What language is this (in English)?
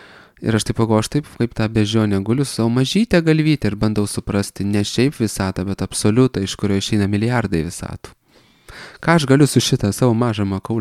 Lithuanian